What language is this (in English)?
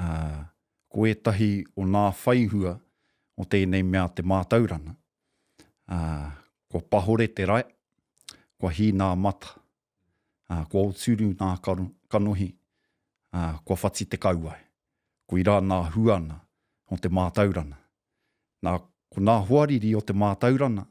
Māori